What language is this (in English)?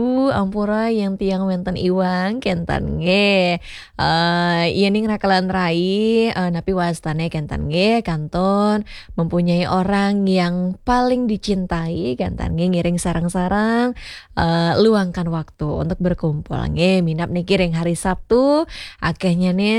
Balinese